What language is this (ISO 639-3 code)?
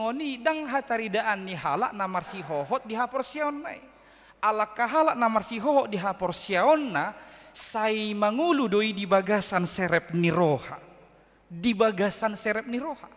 bbc